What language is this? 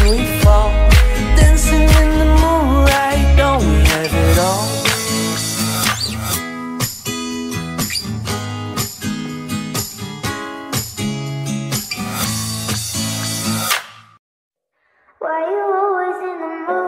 English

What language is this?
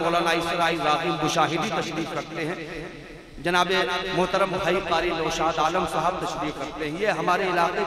Urdu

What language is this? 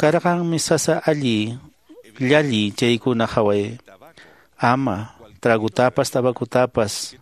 Quechua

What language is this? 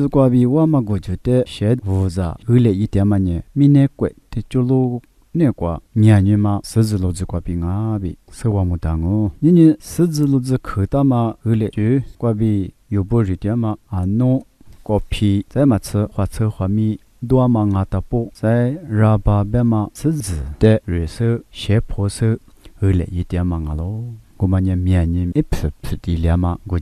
Lisu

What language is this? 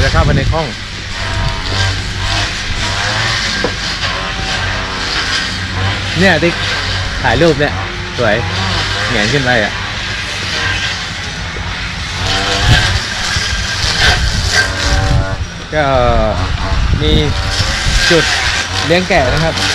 Thai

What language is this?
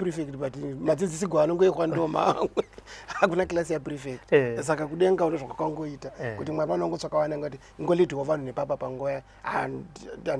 Shona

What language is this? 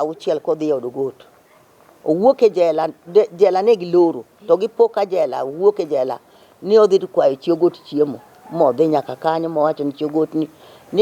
Luo (Kenya and Tanzania)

